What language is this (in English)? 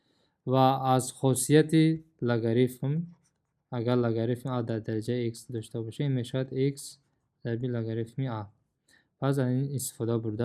Tajik